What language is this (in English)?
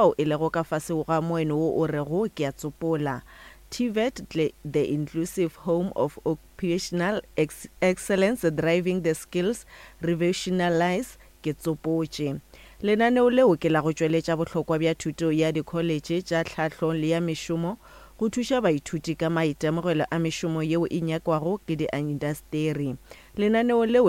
Northern Sotho